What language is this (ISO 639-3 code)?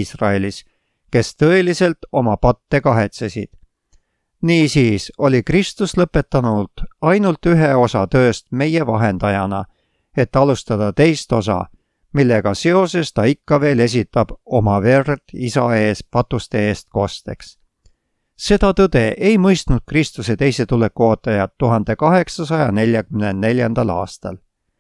est